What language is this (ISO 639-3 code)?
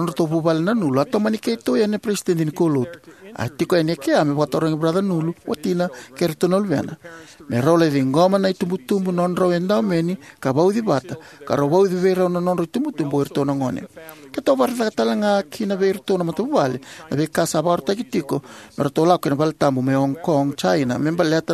fij